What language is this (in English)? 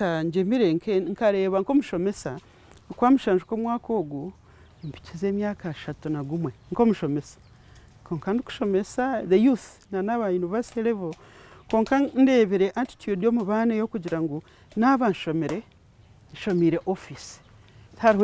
Nyankole